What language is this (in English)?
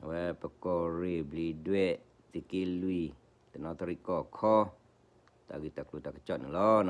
S'gaw Karen